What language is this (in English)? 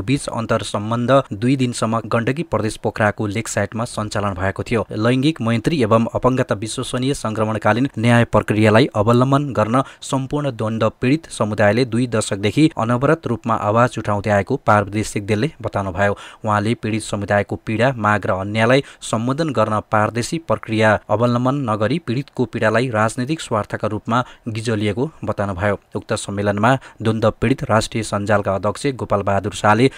Nepali